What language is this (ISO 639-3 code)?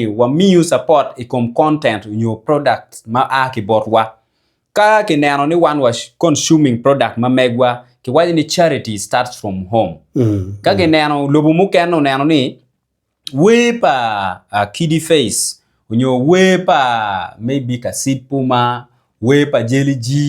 ach